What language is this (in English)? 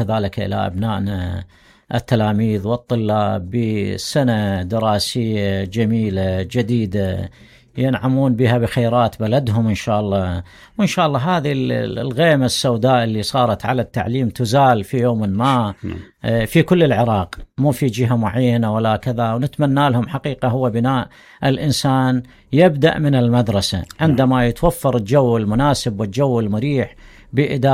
Mesopotamian Arabic